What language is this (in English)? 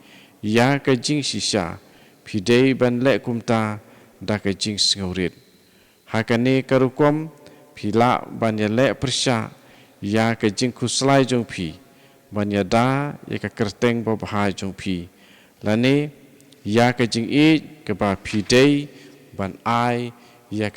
Khasi